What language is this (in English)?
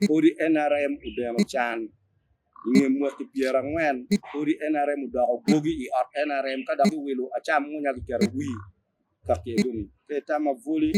Acoli